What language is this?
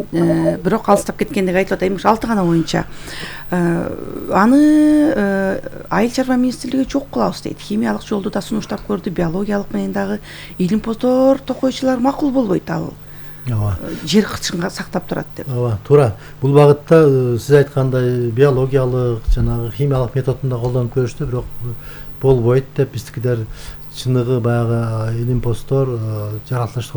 Kyrgyz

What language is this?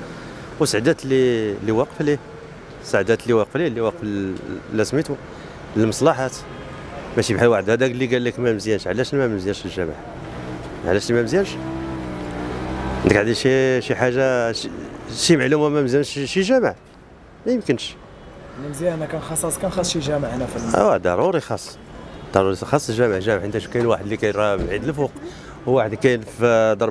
Moroccan Arabic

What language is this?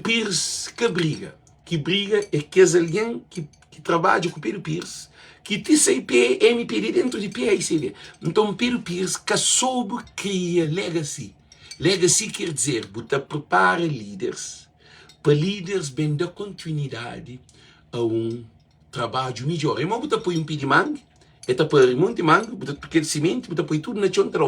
Kabuverdianu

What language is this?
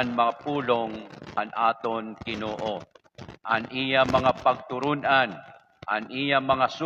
Waray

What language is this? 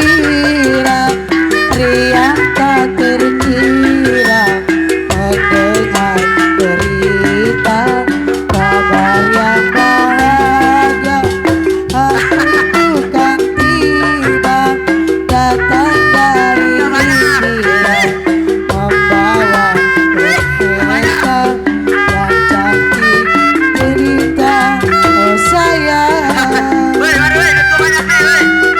Betawi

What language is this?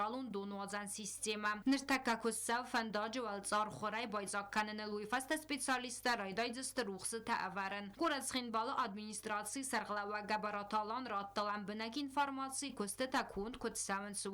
Ossetic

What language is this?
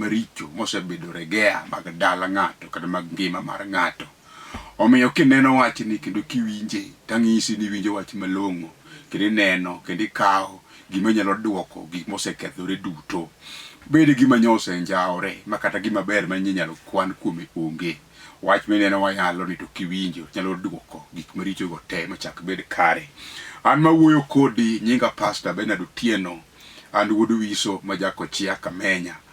Luo (Kenya and Tanzania)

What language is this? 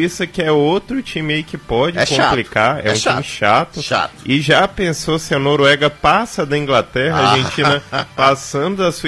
Portuguese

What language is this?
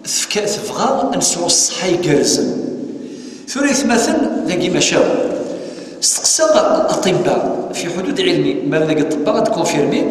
Kabyle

